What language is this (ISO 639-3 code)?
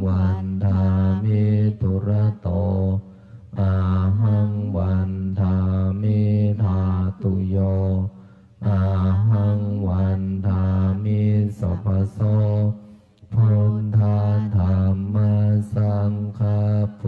pli